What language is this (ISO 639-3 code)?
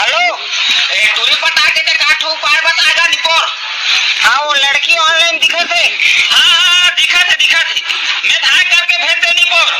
hne